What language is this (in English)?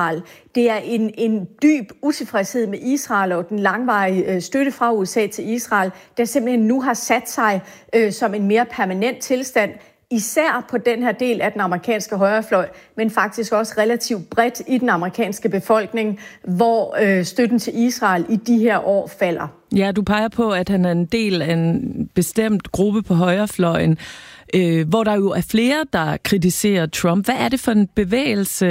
Danish